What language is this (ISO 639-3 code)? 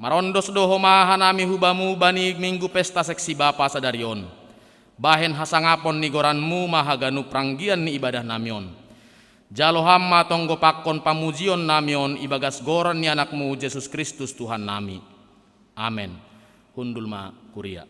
bts